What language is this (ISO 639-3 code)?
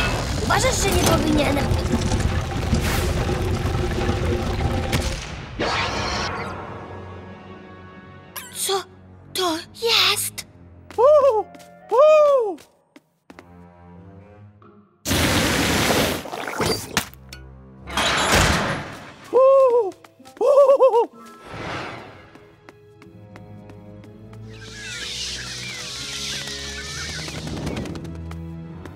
pol